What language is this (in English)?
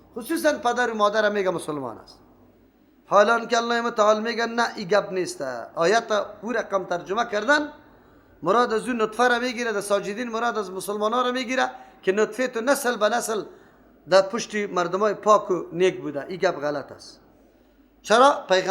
Persian